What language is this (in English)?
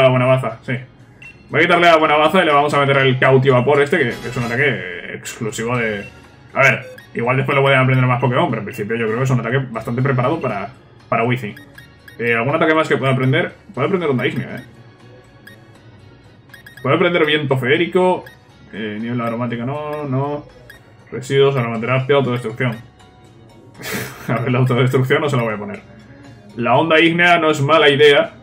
Spanish